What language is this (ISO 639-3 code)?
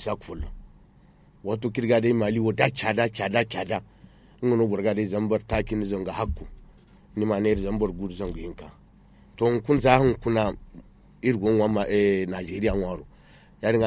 dje